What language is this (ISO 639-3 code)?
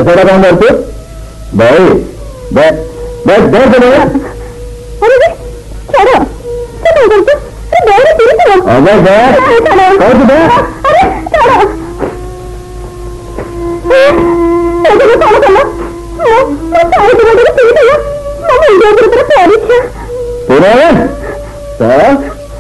ori